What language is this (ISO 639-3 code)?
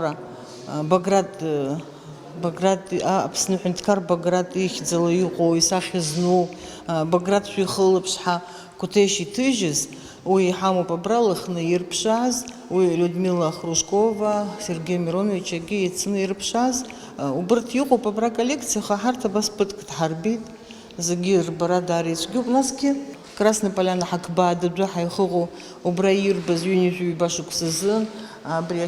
abk